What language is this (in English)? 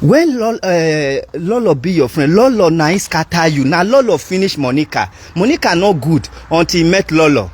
Nigerian Pidgin